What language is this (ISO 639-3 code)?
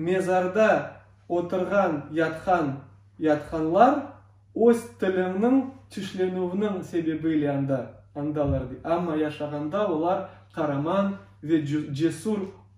crh